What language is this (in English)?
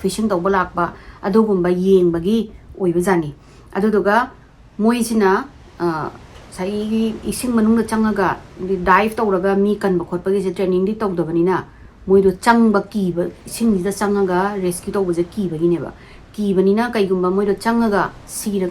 Manipuri